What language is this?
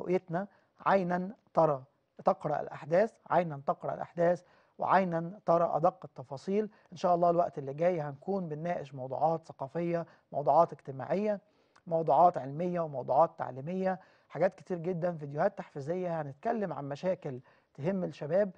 Egyptian Arabic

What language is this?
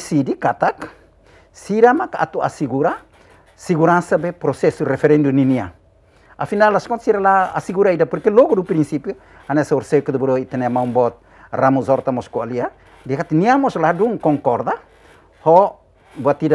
Tetum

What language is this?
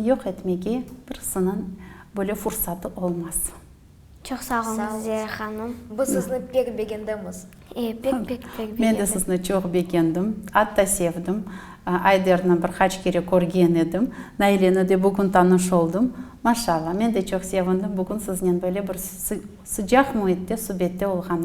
Crimean Tatar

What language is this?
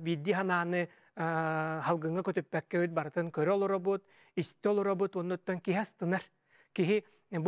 Yakut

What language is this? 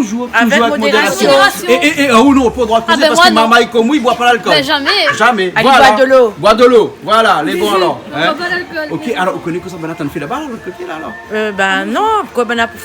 Réunion Creole French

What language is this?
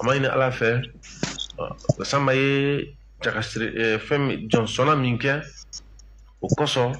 Bambara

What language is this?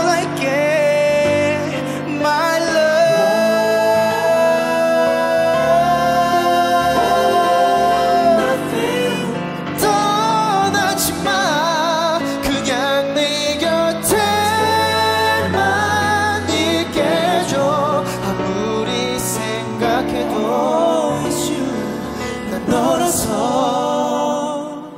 Korean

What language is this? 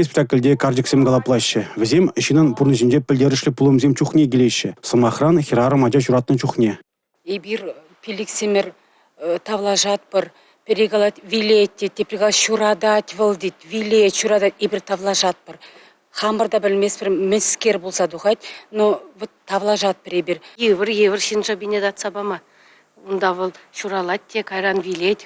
Chuvash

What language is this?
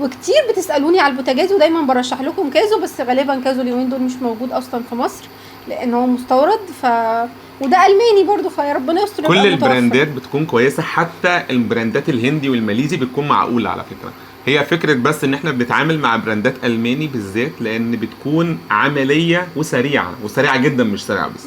Egyptian Arabic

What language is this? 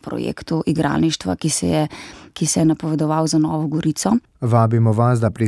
Slovenian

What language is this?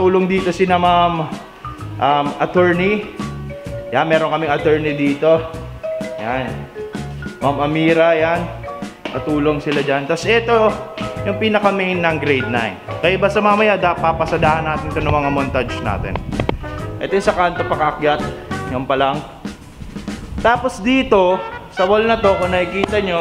Filipino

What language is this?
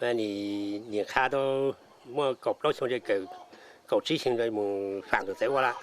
Hmong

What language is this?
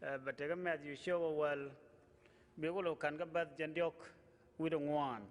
Nuer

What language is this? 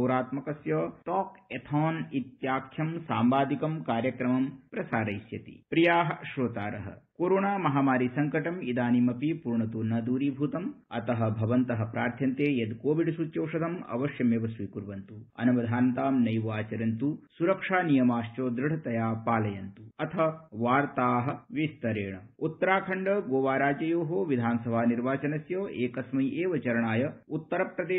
Sanskrit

